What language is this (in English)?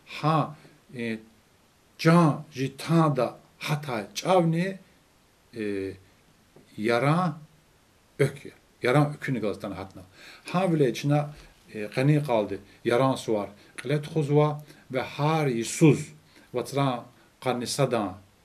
Lezghian